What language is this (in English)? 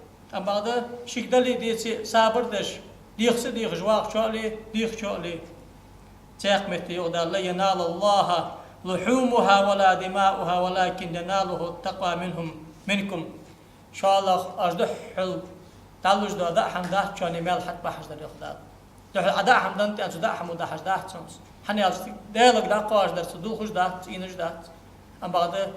Ingush